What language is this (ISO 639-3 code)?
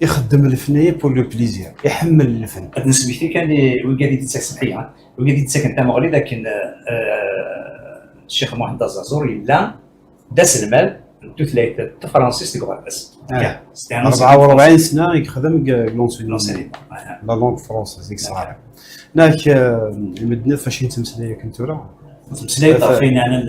kab